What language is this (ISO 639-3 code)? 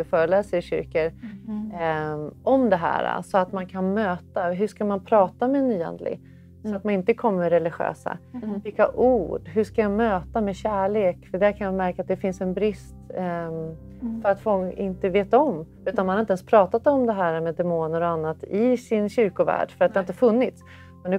swe